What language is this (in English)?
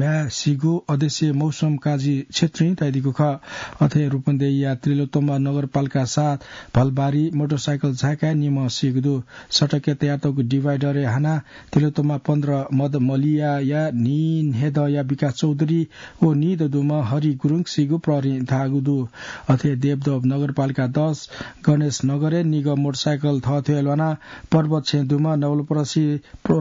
Newari